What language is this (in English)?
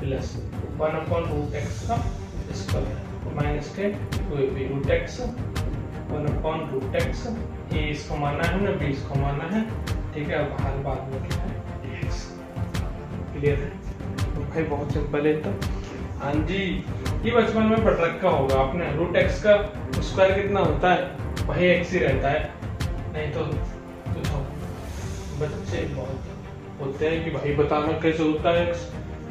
Hindi